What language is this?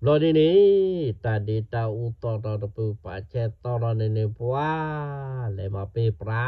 S'gaw Karen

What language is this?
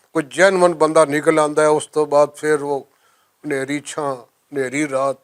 Western Panjabi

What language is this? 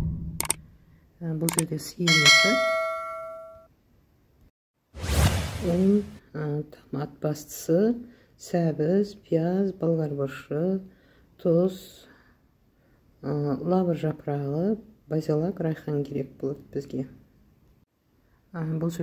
Kazakh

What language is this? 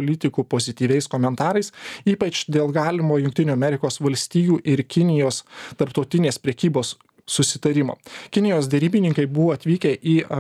Lithuanian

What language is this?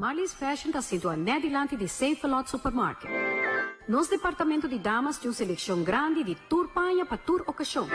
Papiamento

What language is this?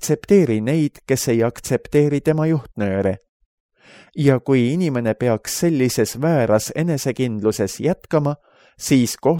Estonian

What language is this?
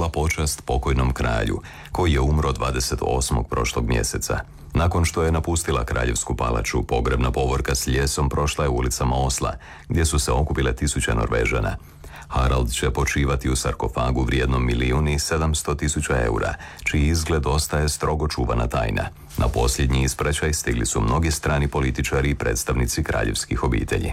Croatian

